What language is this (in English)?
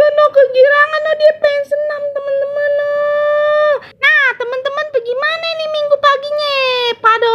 Betawi